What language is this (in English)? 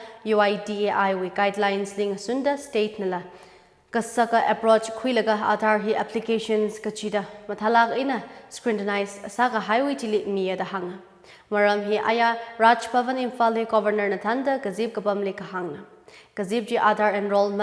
Tangkhul Naga (India)